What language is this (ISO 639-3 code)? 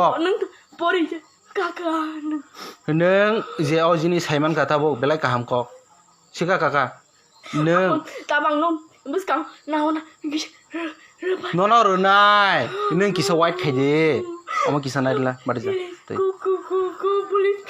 trp